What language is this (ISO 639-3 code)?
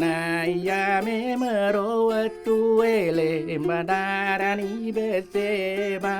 bug